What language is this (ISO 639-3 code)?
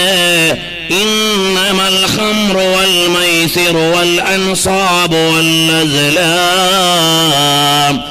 mal